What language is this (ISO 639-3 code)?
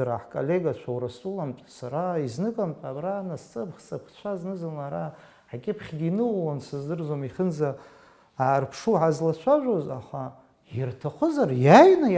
abk